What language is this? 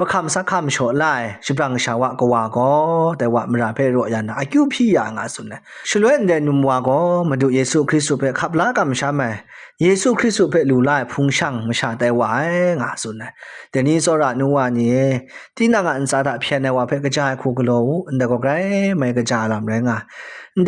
Kachin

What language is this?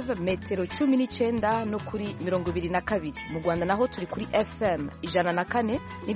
Kinyarwanda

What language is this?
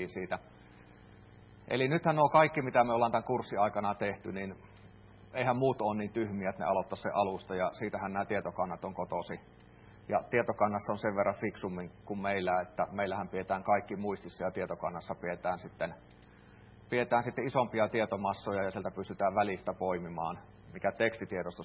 Finnish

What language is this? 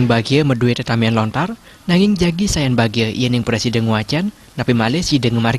Balinese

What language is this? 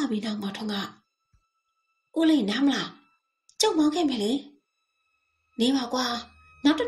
Burmese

